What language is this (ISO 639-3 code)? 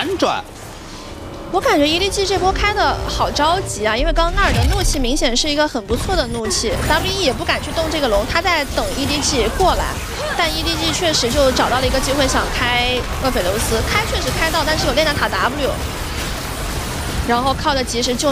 zho